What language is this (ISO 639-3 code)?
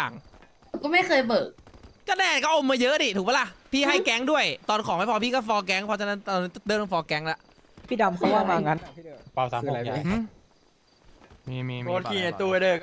tha